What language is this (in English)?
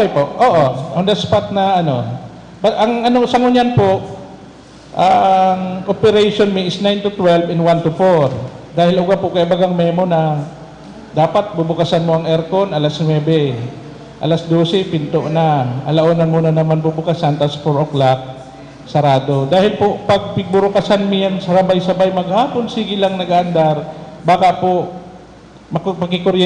Bikol